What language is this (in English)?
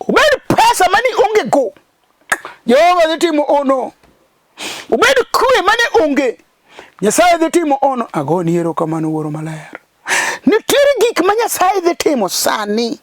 Luo (Kenya and Tanzania)